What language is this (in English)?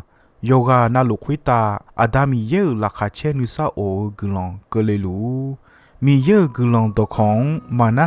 Akha